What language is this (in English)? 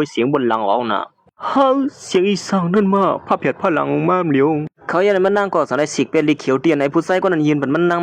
Shan